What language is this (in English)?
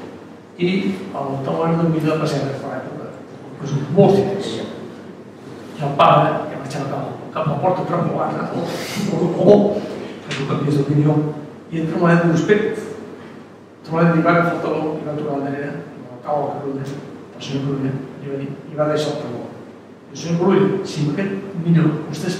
Catalan